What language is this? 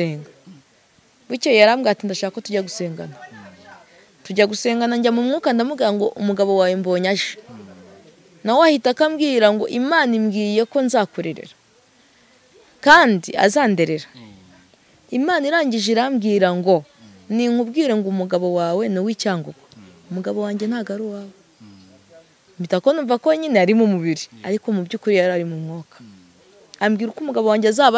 Kinyarwanda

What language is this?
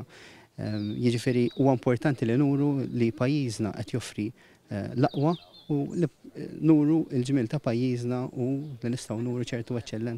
Maltese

